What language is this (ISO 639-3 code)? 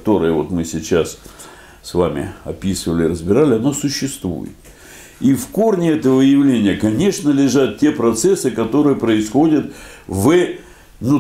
rus